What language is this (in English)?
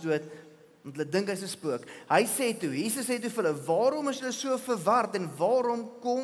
Afrikaans